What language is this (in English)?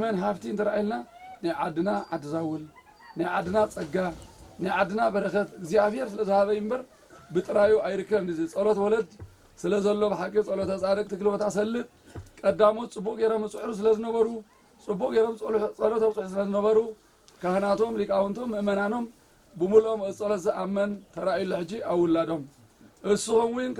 Tigrinya